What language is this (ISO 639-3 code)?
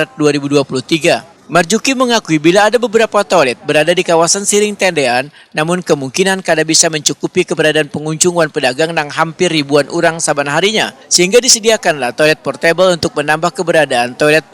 bjn